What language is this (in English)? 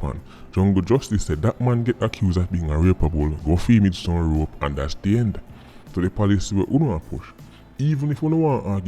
Jamaican Creole English